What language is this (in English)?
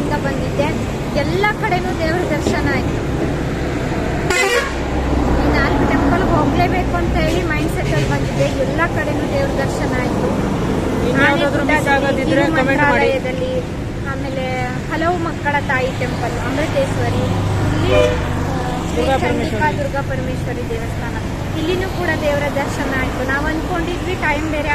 Kannada